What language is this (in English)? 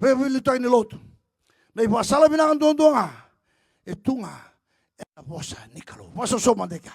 Fijian